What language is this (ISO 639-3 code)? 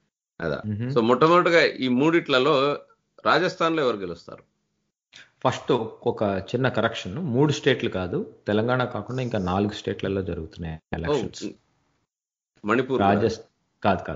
tel